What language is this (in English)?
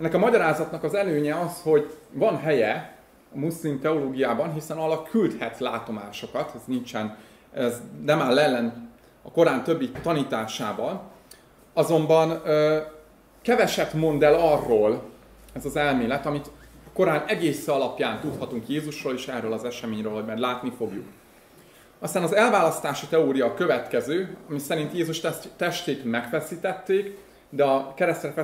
Hungarian